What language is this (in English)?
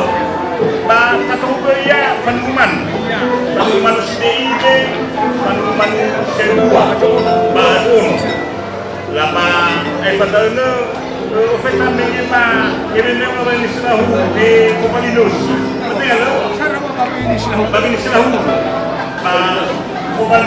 Nias